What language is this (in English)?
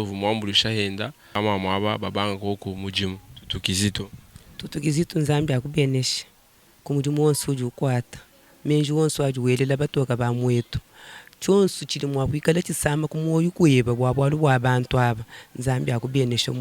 Luba-Lulua